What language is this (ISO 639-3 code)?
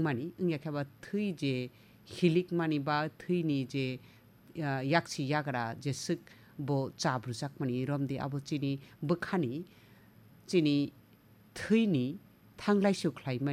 trp